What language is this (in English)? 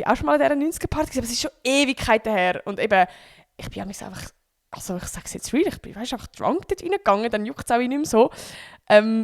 Swiss German